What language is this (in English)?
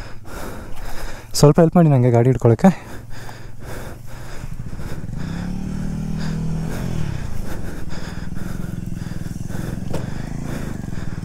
Kannada